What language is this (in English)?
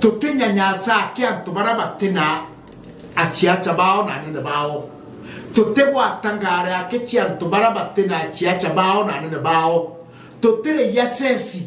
Meru